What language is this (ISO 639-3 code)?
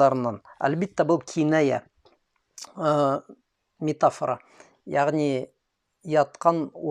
bak